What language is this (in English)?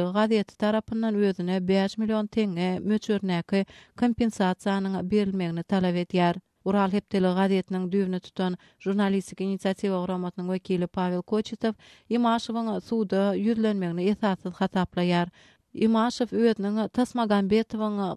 Turkmen